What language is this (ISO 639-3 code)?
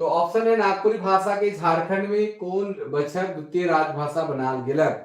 sck